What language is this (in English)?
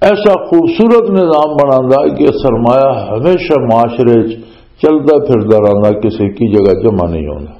Western Panjabi